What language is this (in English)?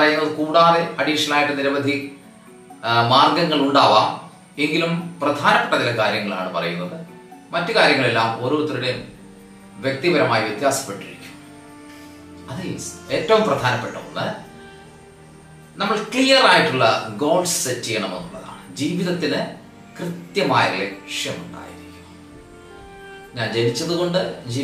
Malayalam